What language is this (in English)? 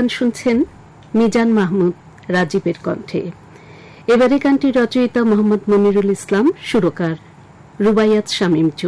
Bangla